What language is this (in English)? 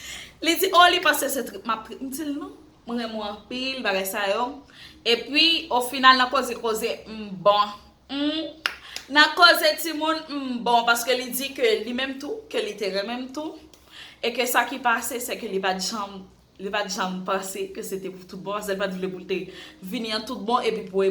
Haitian Creole